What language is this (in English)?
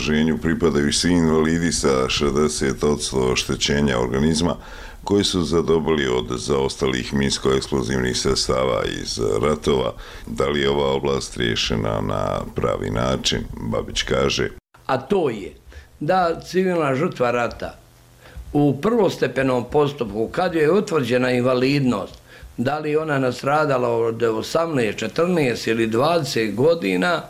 Bosnian